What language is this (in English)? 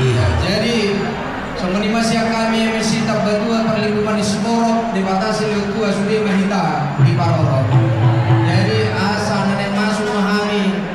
Batak Toba